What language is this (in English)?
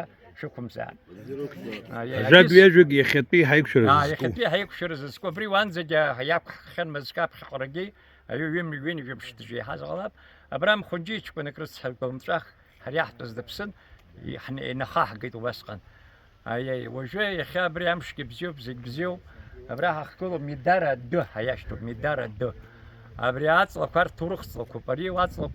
Abkhazian